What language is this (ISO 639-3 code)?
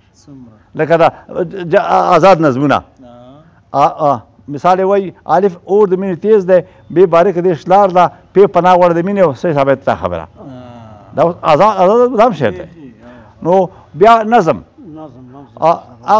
pus